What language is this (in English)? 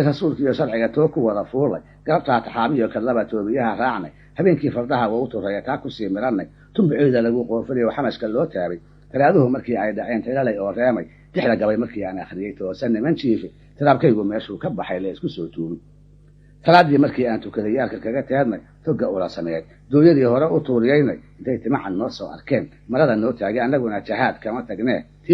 Somali